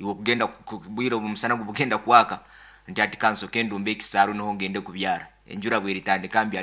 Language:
Nyankole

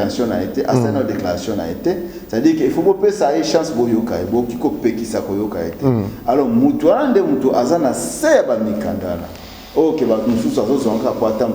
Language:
Lingala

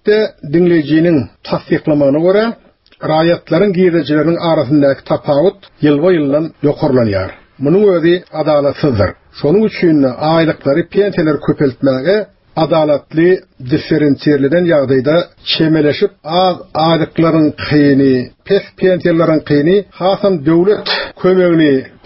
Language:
Turkmen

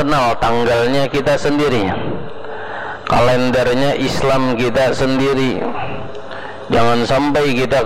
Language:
Indonesian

